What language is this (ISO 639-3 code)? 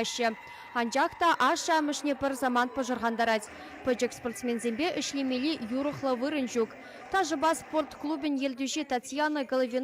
chv